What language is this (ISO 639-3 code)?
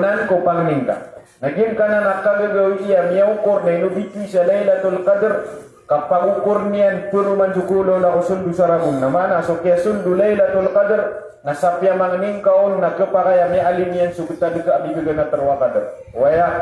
mrw